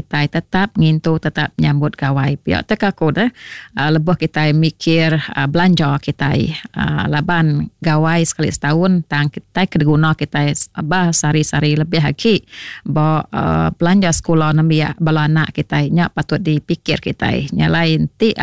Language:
Iban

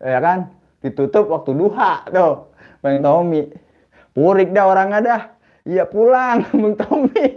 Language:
Betawi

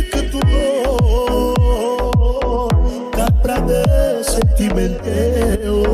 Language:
Romanian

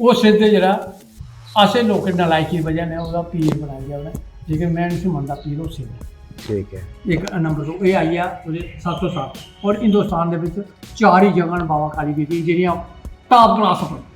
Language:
Dogri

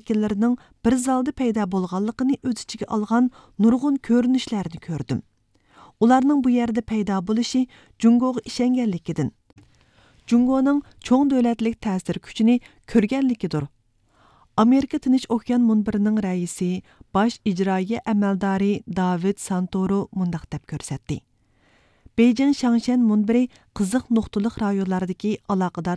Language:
Uyghur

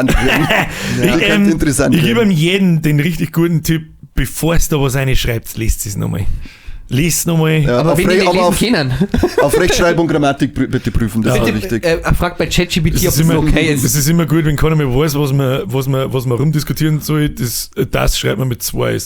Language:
Bavarian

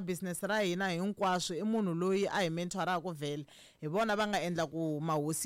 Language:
Tsonga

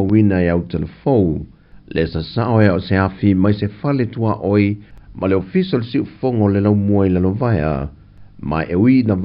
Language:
Samoan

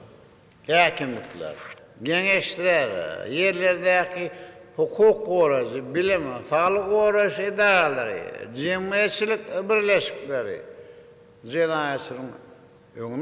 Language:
Turkmen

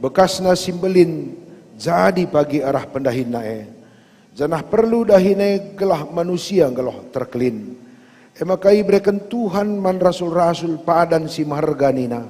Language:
Batak Karo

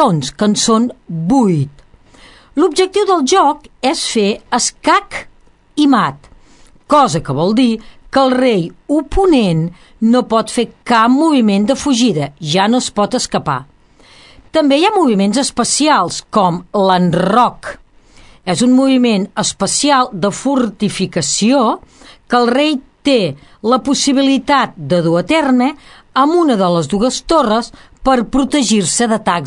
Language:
Catalan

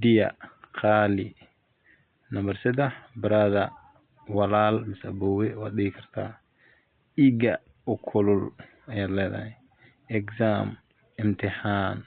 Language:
Somali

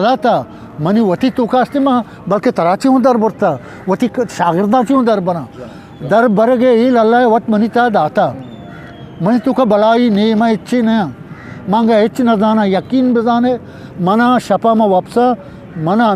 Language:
Eastern Balochi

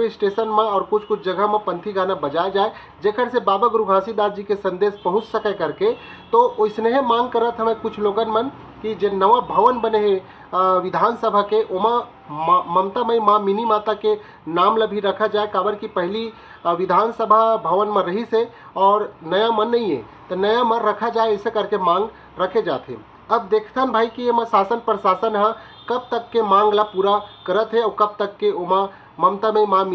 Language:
Chhattisgarhi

